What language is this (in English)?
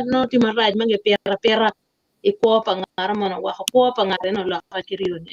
Acoli